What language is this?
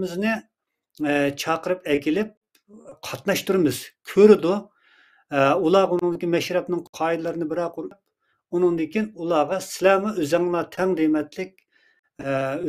Uyghur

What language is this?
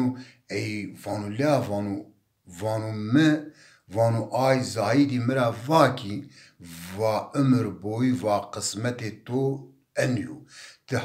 Zaza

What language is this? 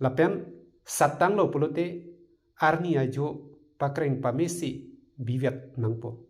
Karbi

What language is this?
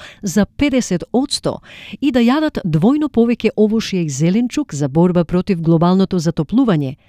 Macedonian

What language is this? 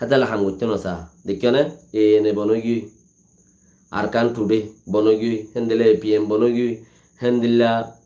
Rohingya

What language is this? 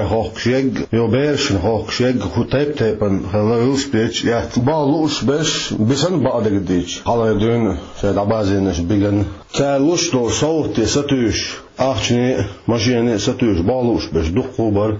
Chechen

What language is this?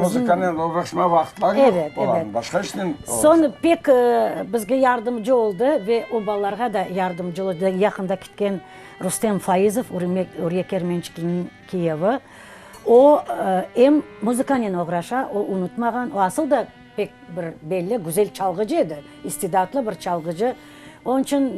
Crimean Tatar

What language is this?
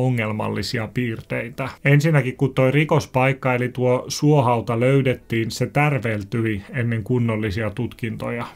Finnish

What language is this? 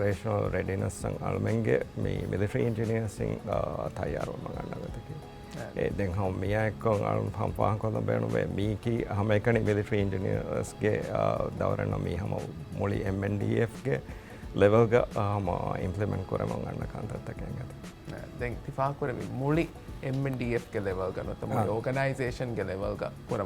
Divehi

